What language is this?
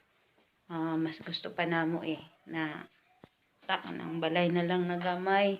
Cebuano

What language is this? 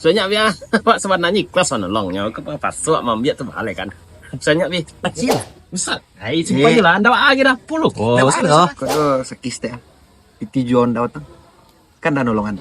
Minangkabau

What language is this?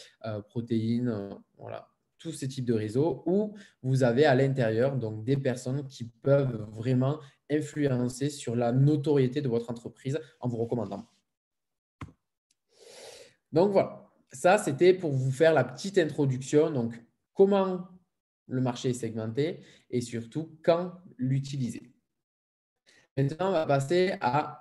French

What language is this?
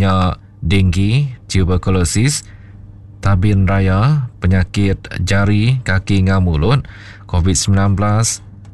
Iban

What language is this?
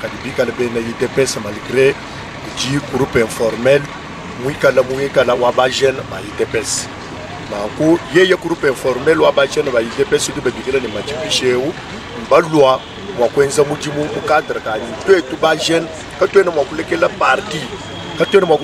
Luba-Lulua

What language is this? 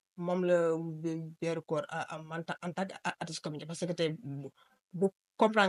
Wolof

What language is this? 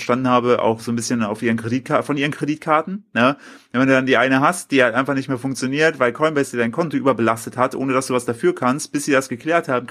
German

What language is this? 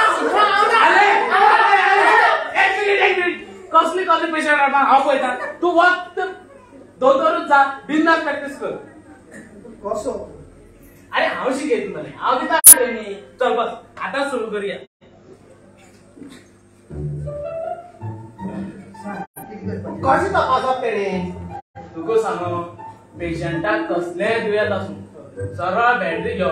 Konkani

